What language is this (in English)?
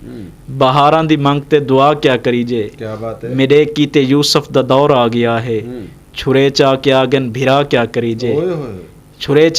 Western Panjabi